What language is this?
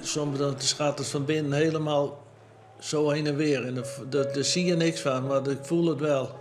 Western Frisian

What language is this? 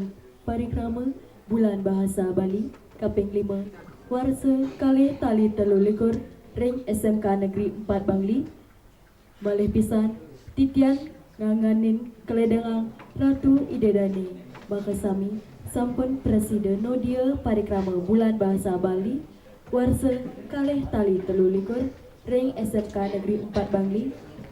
Balinese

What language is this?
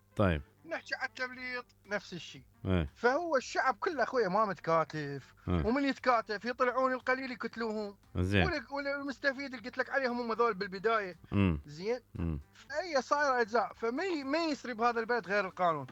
Mesopotamian Arabic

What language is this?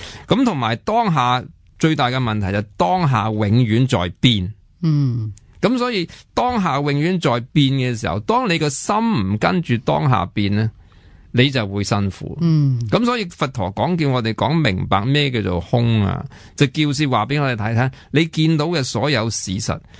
Cantonese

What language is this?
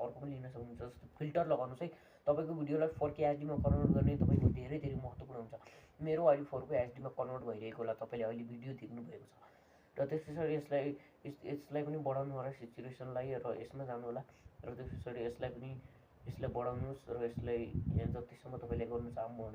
Nepali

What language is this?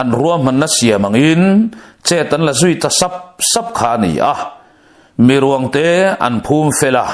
Mizo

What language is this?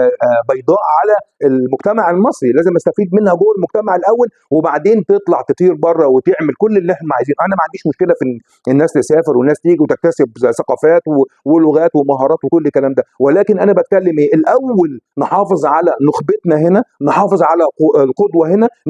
Egyptian Arabic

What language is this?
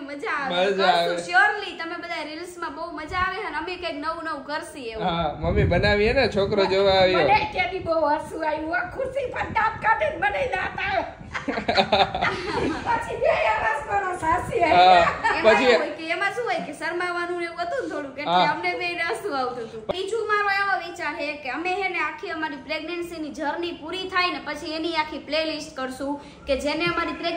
Gujarati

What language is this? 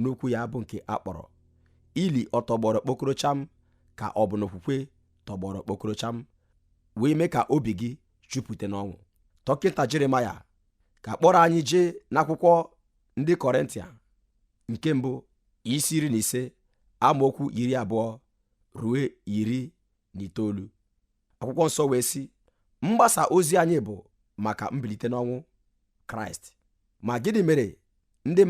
Igbo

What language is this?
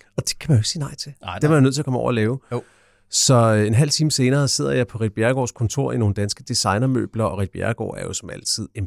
Danish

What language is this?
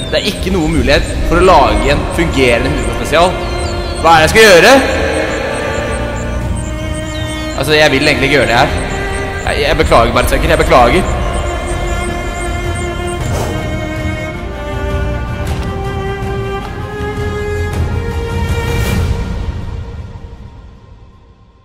Norwegian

